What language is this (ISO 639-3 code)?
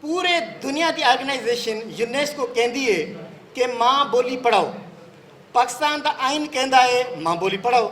lah